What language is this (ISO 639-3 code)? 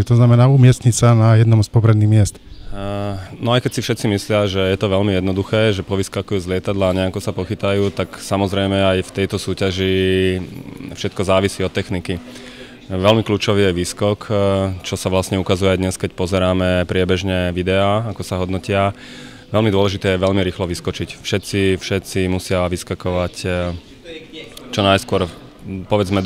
slk